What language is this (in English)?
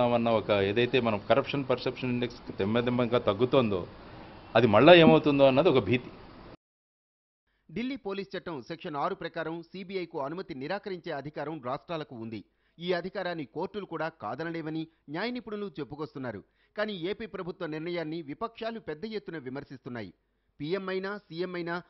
Telugu